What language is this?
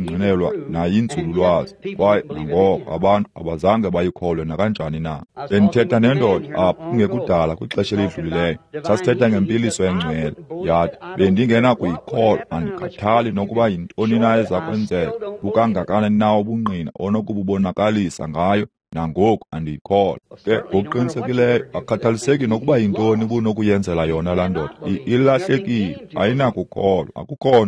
Xhosa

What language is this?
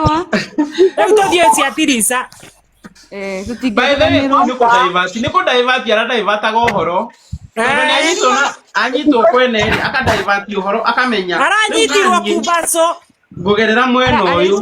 Kikuyu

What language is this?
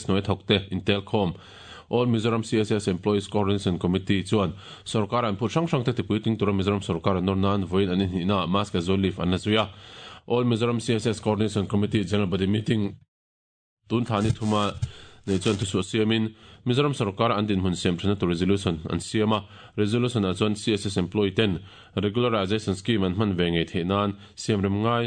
Mizo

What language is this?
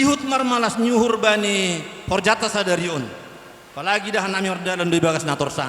Batak Simalungun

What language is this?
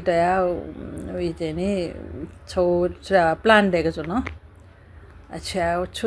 Newari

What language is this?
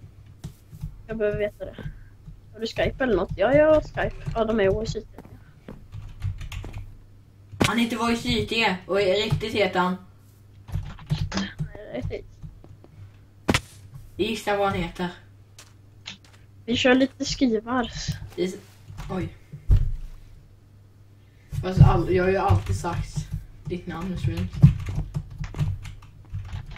Swedish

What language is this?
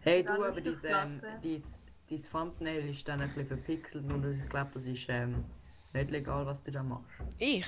Swiss German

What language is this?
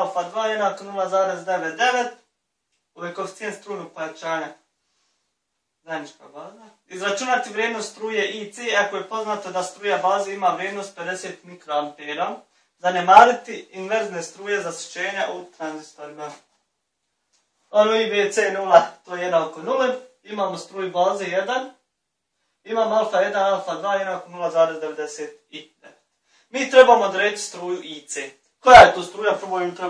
Bosnian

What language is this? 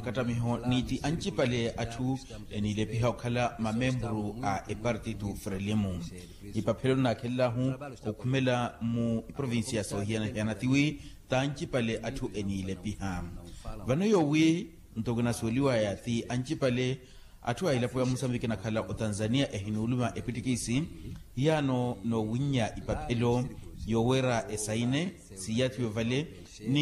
Makhuwa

